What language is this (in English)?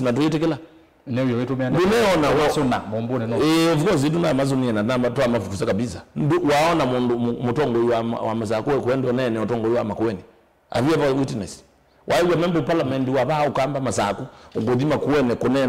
Kamba